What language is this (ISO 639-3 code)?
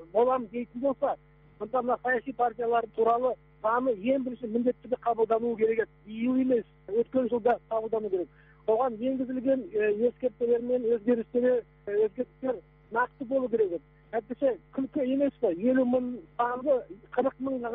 kaz